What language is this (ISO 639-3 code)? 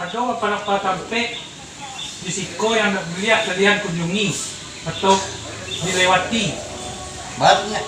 min